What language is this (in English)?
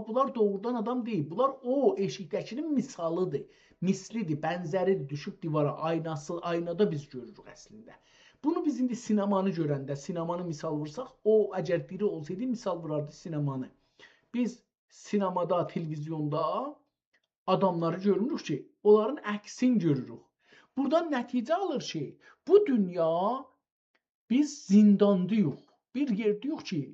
South Azerbaijani